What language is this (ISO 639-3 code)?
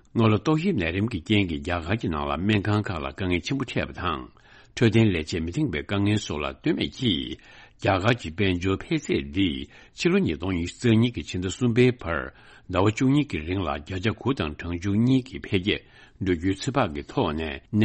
bod